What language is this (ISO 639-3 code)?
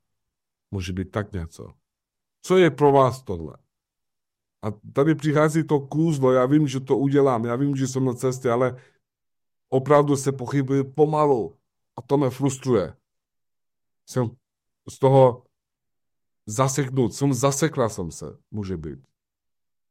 ces